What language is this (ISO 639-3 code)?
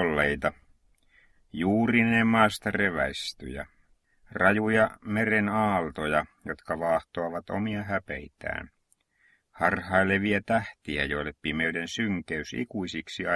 fin